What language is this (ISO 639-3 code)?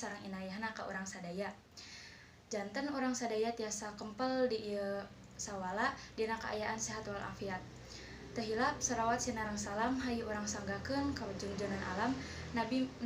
sun